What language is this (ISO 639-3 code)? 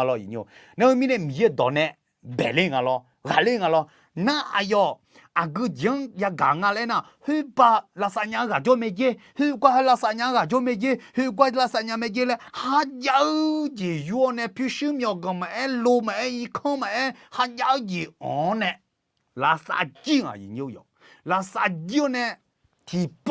ahk